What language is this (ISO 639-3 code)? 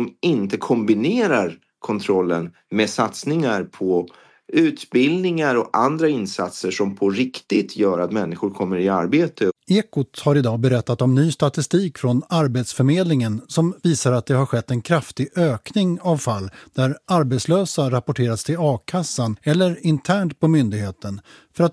swe